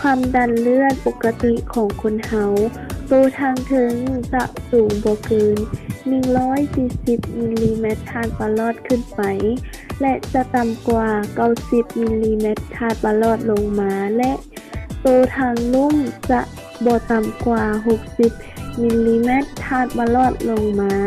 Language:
Lao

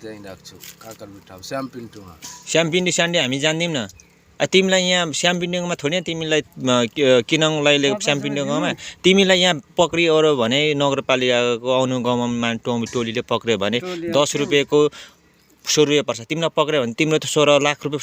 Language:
Nepali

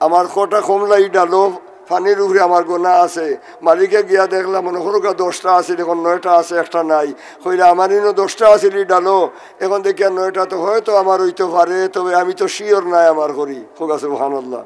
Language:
Sylheti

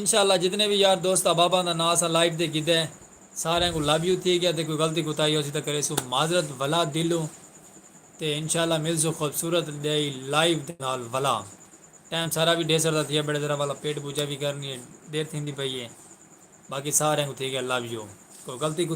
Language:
Saraiki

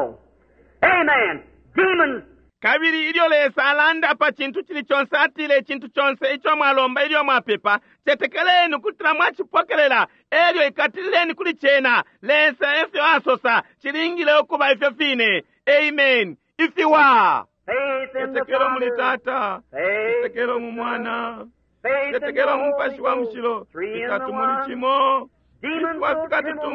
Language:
Bemba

